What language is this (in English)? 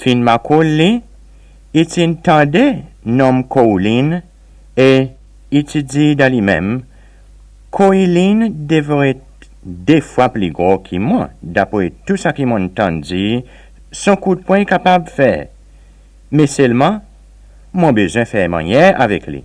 Seselwa Creole French